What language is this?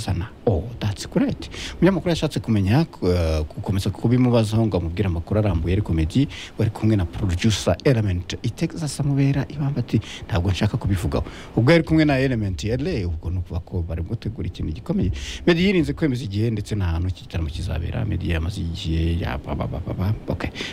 Kinyarwanda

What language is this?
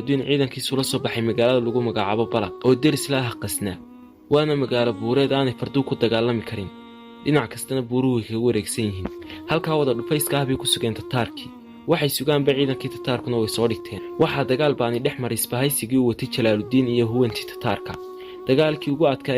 Somali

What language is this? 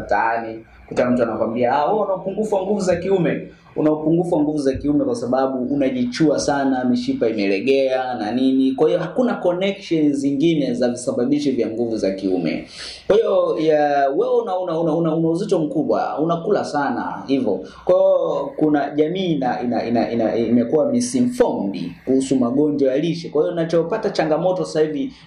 Swahili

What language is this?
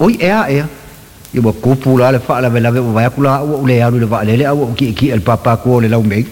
Samoan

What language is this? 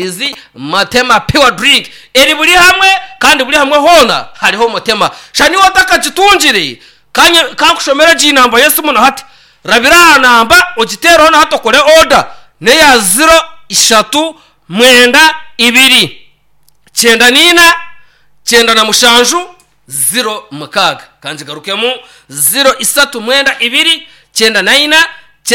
Nyankole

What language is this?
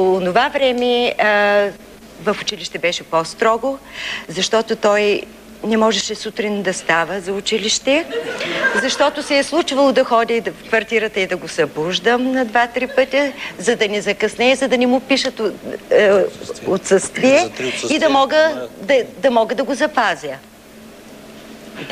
Bulgarian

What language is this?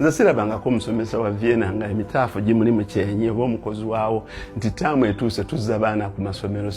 Ganda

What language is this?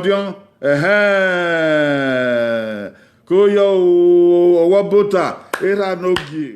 Bini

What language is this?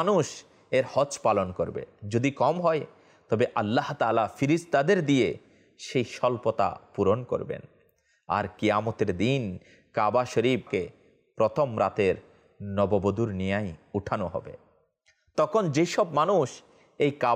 Bangla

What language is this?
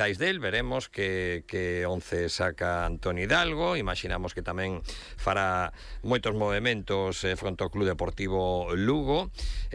Galician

